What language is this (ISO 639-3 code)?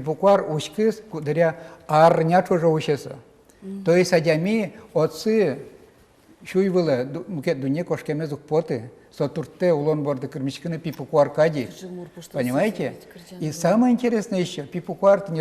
udm